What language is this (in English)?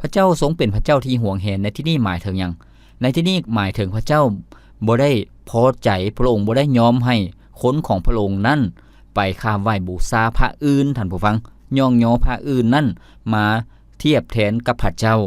Lao